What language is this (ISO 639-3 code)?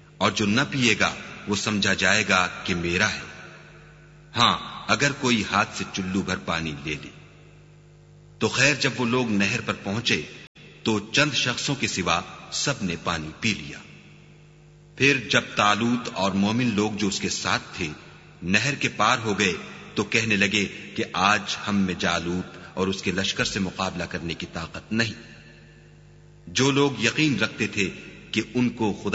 urd